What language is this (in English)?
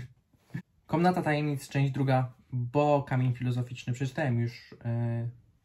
Polish